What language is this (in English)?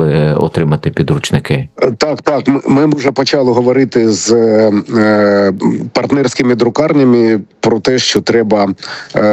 Ukrainian